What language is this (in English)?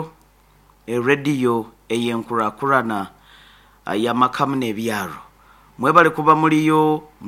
Nyoro